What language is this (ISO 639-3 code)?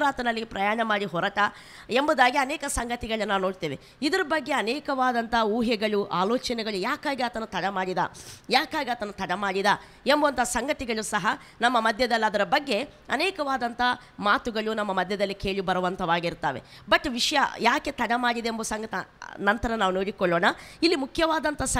kan